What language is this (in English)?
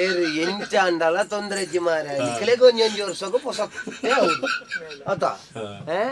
Tulu